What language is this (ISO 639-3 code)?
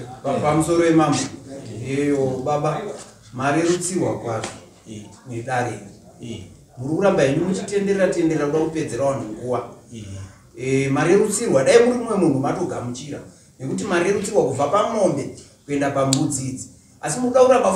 sna